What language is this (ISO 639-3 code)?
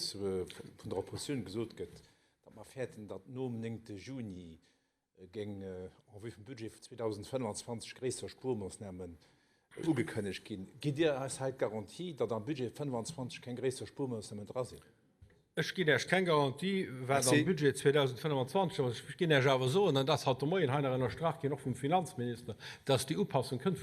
ltz